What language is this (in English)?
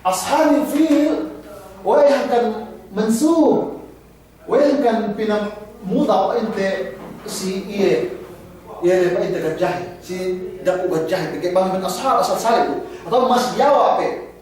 Yakan